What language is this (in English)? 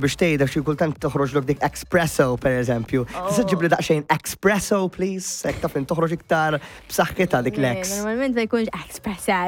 Maltese